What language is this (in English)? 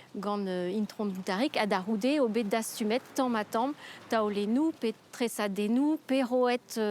Breton